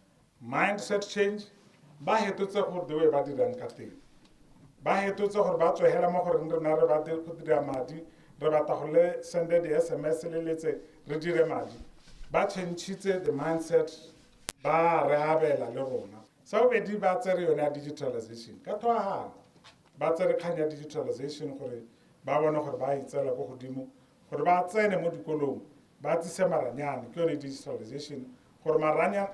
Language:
Tswana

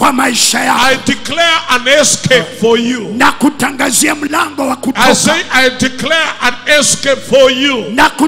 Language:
Swahili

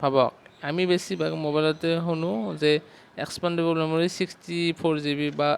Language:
Assamese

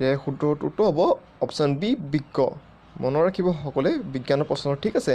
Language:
Assamese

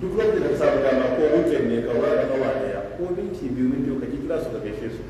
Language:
Hausa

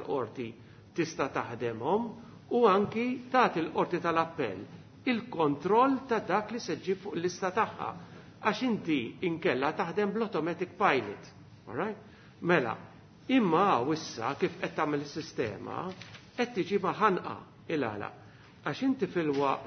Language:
Maltese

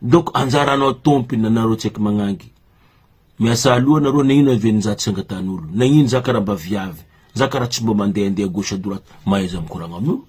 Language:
Malagasy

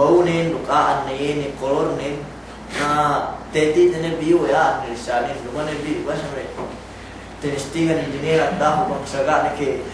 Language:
Yakan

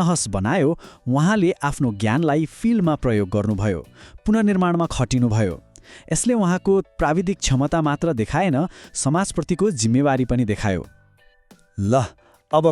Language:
Nepali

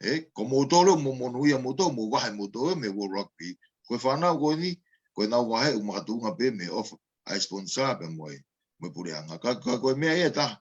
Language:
Tongan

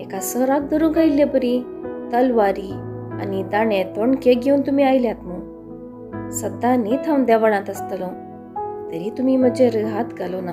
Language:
Konkani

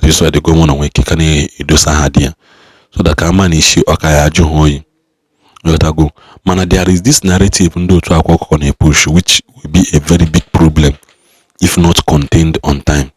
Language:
Igbo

